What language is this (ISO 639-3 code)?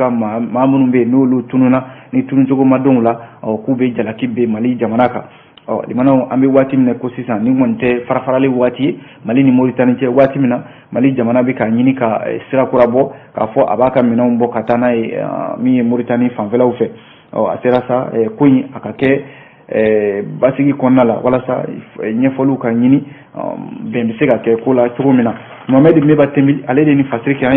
bam